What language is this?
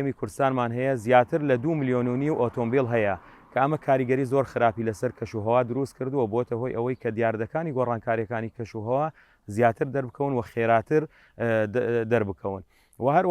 Central Kurdish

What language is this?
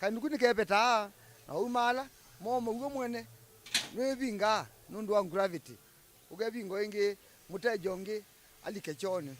Kamba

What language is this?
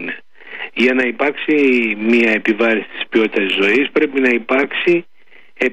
Greek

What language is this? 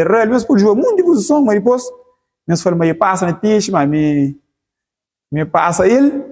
Kabuverdianu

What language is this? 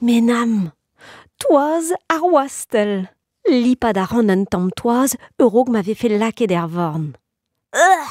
Breton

